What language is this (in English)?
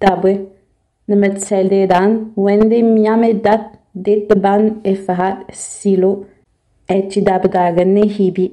Innu-aimun